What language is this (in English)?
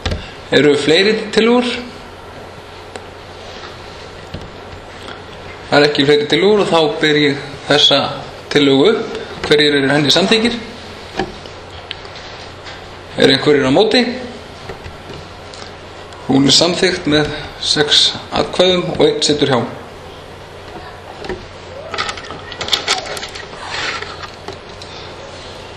Icelandic